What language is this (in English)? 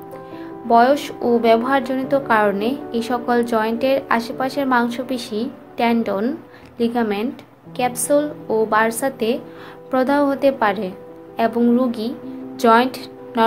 Bangla